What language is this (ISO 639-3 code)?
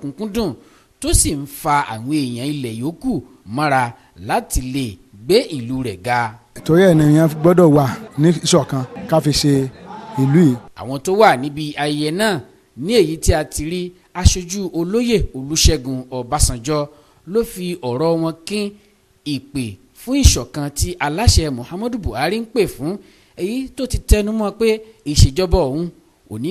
yor